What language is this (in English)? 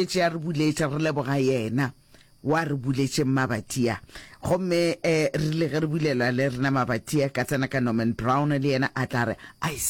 Northern Sotho